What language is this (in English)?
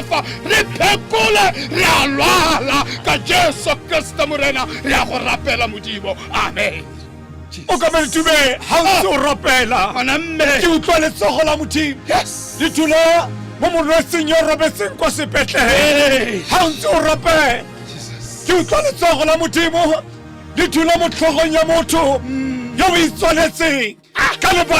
Tswana